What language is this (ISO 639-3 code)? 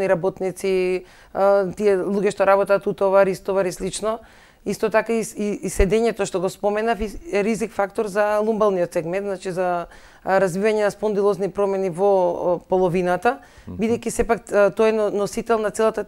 mkd